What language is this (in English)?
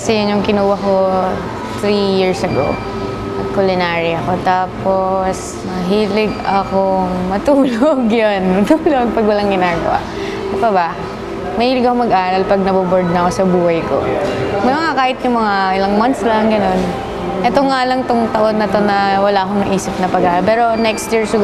Filipino